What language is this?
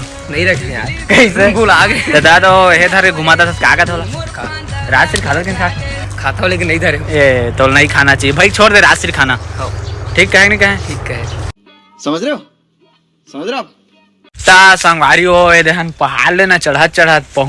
Chhattisgarhi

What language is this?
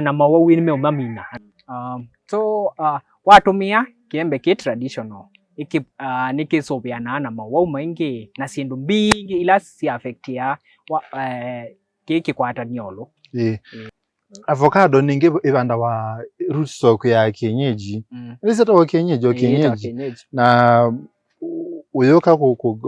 Kamba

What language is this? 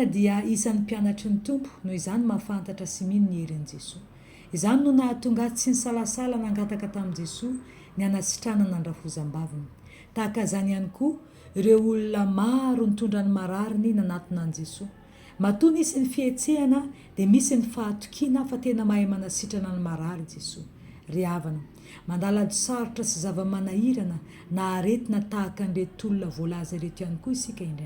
Malagasy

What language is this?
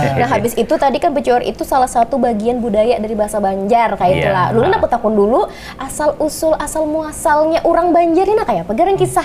Banjar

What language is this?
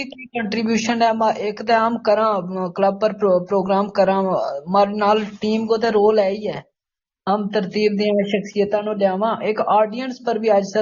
Gujari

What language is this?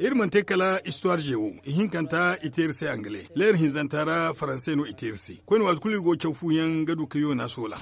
Zarma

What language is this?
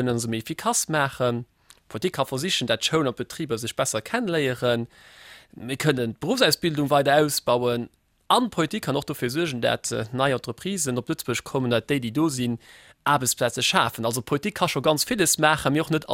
Luxembourgish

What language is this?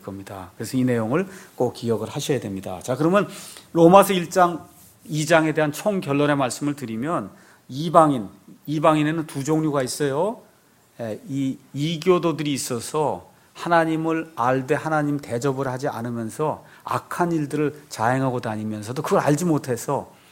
Korean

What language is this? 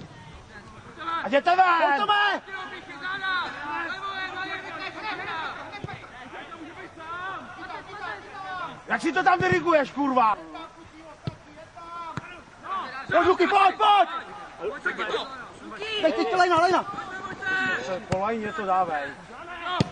Czech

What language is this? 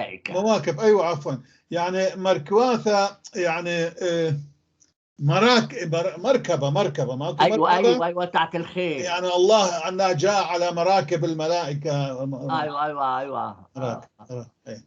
North Levantine Arabic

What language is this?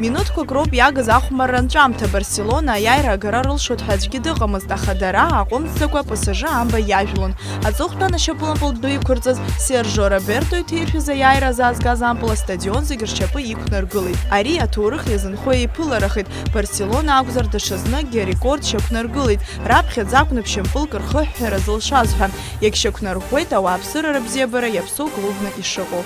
Abkhazian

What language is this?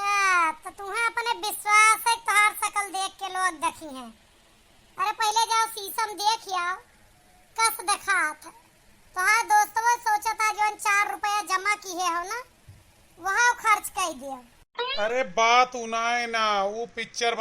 Awadhi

